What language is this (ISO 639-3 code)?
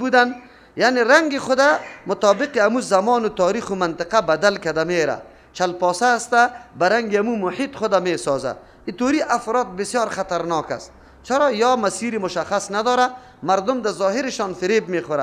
fas